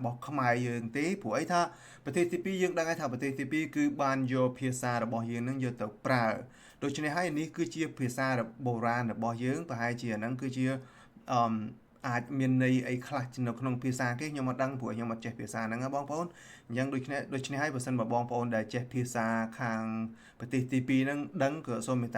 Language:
Khmer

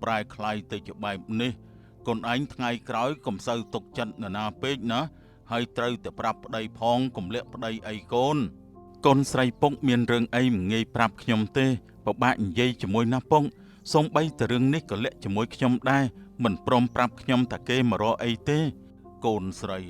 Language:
Khmer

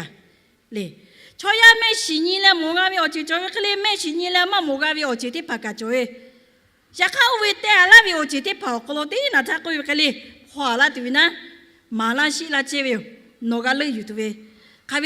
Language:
Lahu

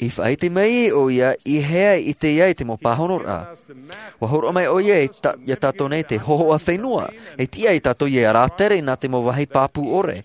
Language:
Tahitian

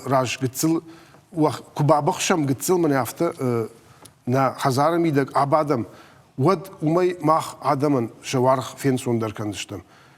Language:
Ossetic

